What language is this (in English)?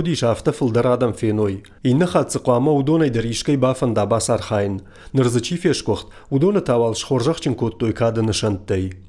Ossetic